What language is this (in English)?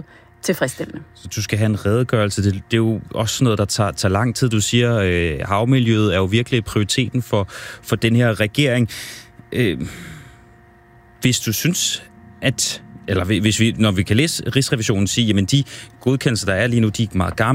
Danish